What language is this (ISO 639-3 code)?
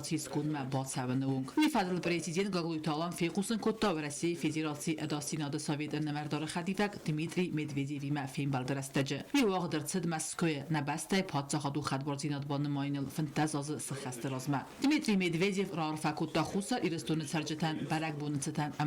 oss